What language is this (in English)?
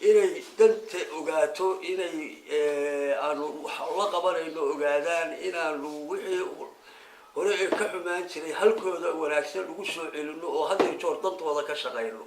Somali